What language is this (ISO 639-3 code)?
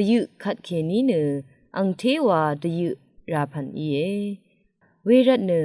raw